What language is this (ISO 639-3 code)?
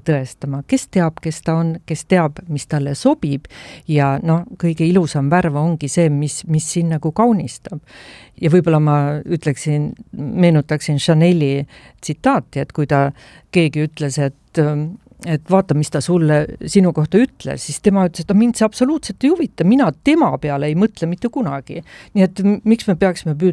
est